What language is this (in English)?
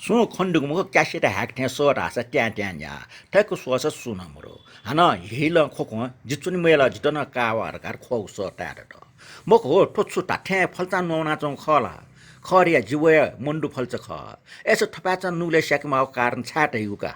Newari